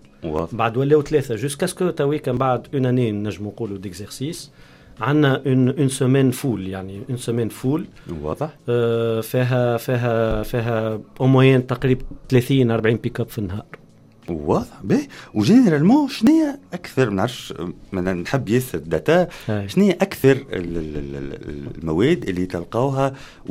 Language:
Tunisian Arabic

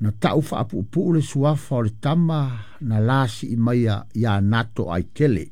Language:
Samoan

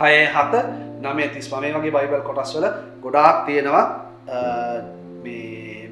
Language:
Sinhala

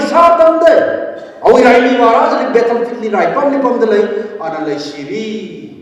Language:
Tangkhul Naga (India)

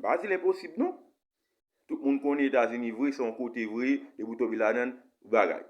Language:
Haitian Creole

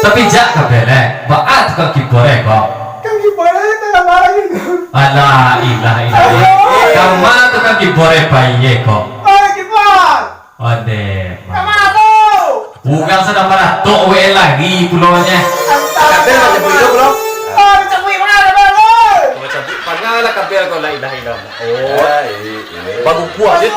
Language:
Minangkabau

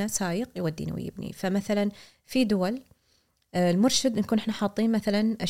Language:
Gulf Arabic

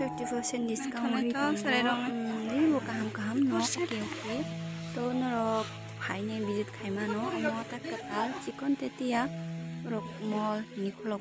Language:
Kok Borok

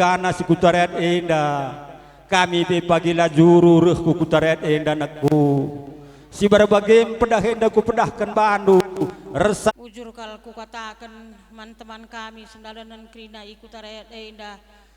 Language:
Batak Karo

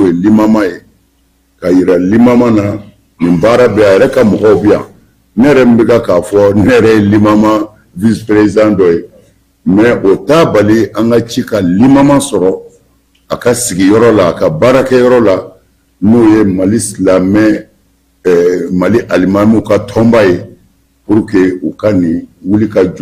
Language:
Bambara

